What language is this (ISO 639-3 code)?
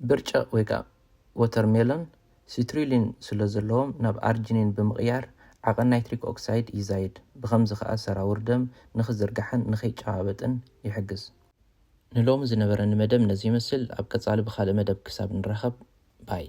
tir